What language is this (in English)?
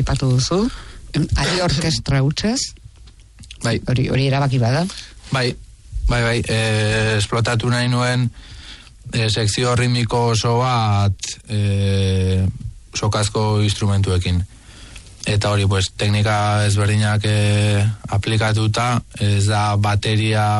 Basque